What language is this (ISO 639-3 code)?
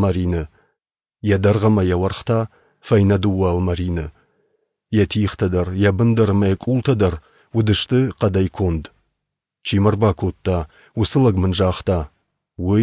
oss